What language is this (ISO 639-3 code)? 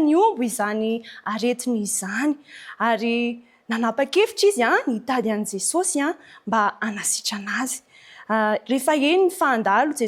mlg